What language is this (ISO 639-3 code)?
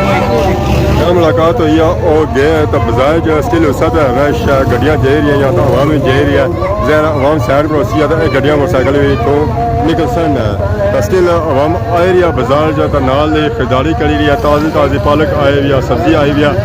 phr